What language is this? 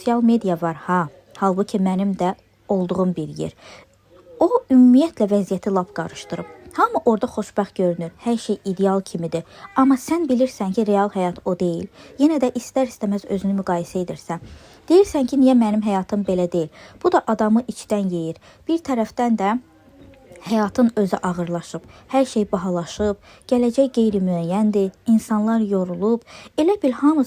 Azerbaijani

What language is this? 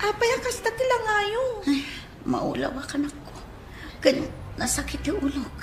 Iloko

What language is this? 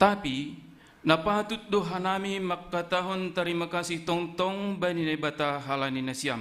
Batak Simalungun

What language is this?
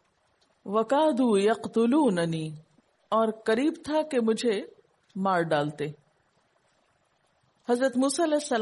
Urdu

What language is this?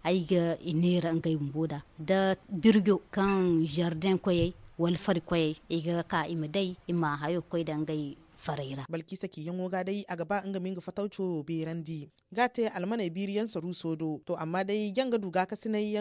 Zarma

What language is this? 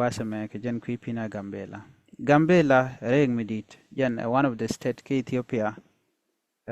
Nuer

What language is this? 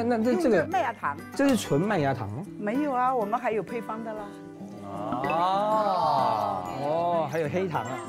Chinese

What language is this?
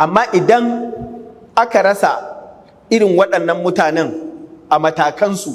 Hausa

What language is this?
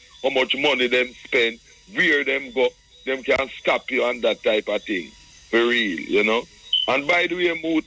Jamaican Creole English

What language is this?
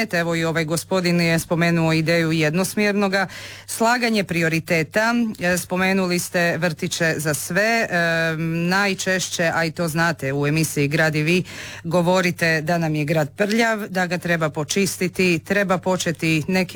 Croatian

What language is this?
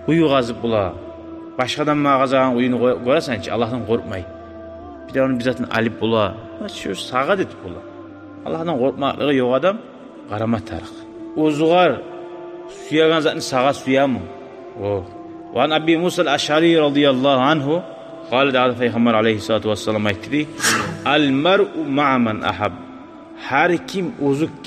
Kumyk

